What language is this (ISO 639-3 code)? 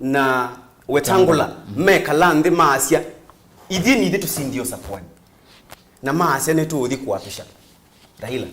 kam